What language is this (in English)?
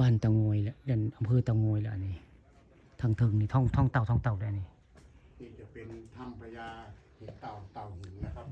Northeastern Thai